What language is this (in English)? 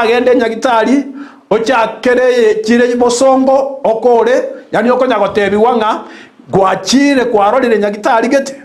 Gusii